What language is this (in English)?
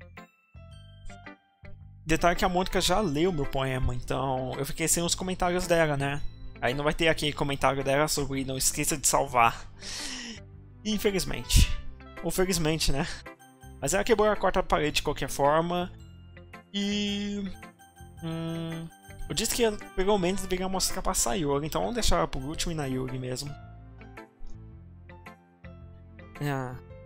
Portuguese